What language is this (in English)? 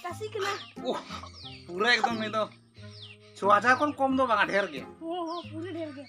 Santali